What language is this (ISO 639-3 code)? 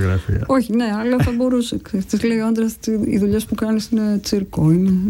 ell